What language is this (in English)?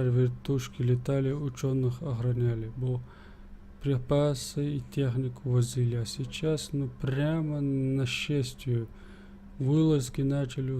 Chechen